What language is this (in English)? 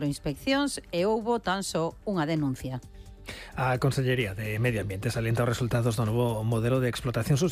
Galician